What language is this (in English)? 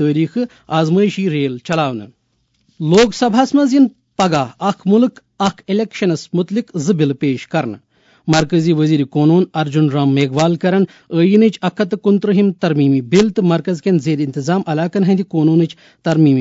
Kashmiri